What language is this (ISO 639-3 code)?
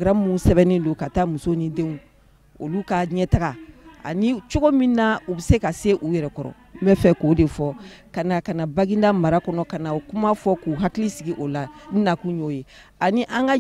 bam